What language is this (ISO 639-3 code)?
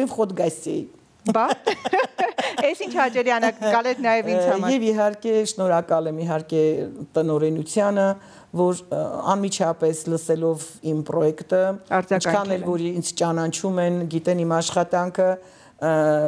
hye